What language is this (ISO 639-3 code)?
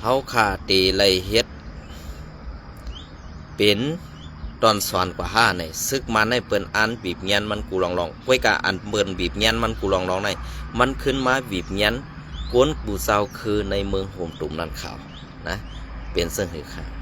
shn